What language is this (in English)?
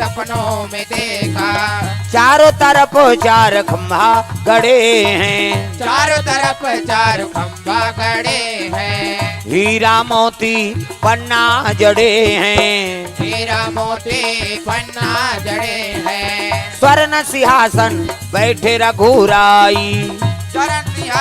Chhattisgarhi